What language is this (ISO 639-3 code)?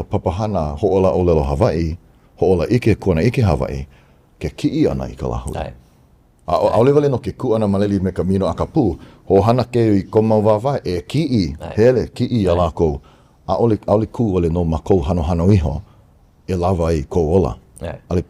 haw